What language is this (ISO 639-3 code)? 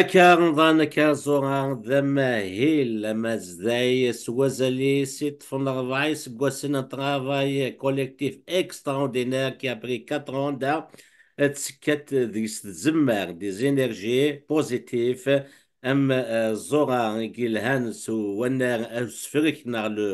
kab